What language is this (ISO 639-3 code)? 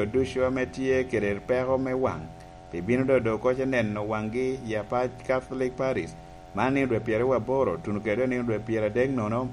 laj